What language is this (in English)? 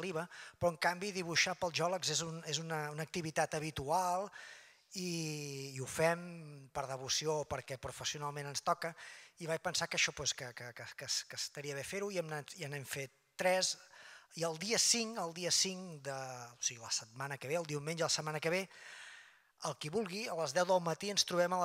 Catalan